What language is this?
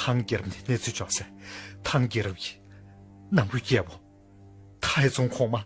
Tibetan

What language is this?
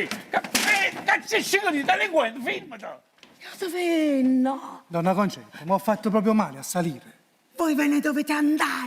Neapolitan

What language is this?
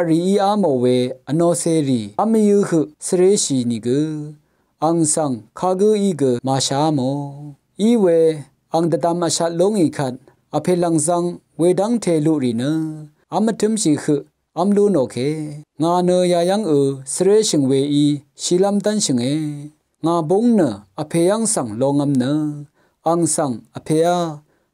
Rawang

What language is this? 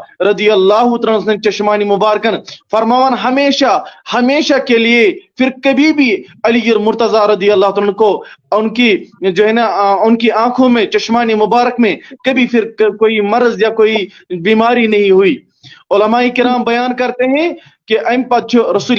Kashmiri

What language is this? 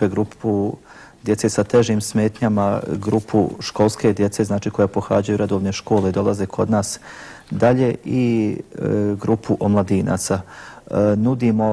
Bosnian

